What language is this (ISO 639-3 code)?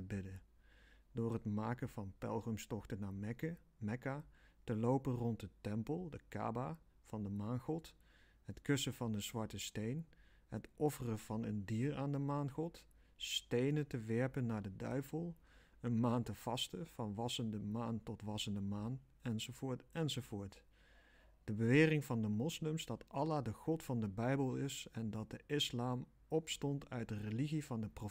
nld